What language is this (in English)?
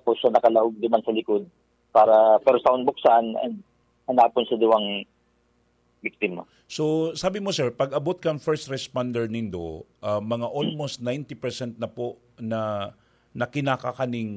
Bikol